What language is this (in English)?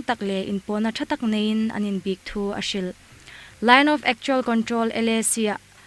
Hmar